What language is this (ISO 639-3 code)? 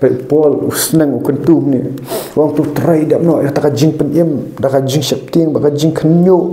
kha